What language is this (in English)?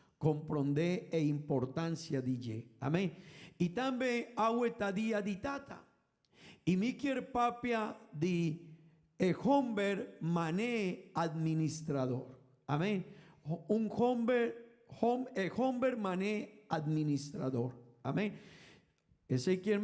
Papiamento